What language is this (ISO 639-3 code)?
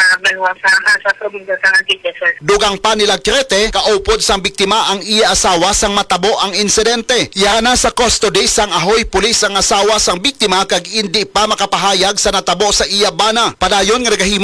hil